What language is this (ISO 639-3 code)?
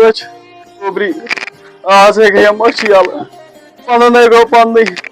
kas